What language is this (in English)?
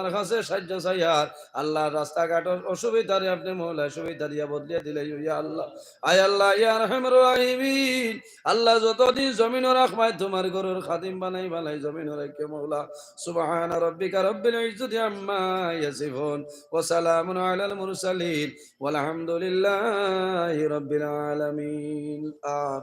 Sylheti